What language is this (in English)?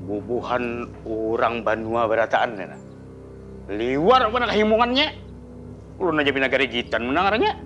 Banjar